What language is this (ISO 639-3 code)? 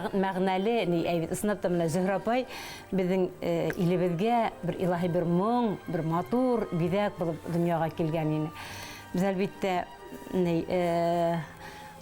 bak